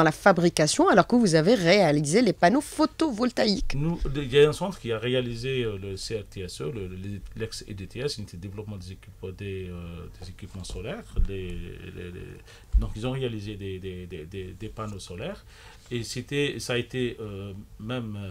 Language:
French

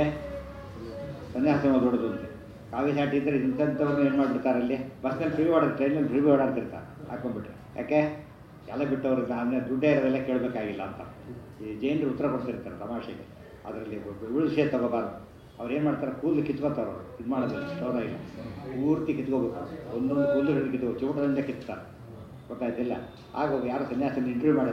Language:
Kannada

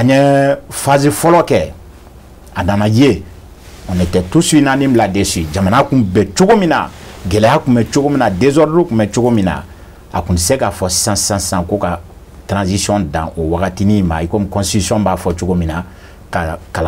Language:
Bambara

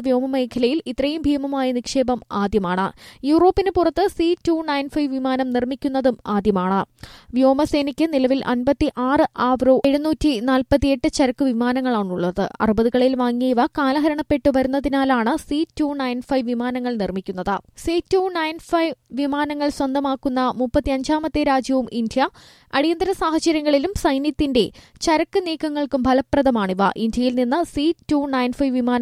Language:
Malayalam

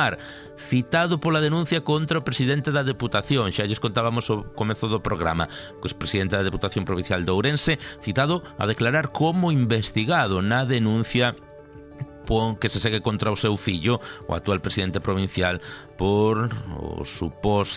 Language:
Galician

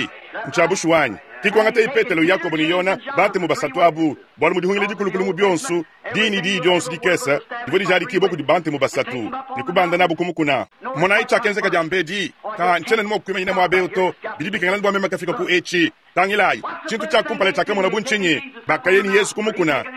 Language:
Luba-Lulua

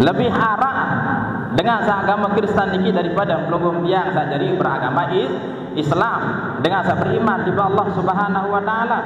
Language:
Sasak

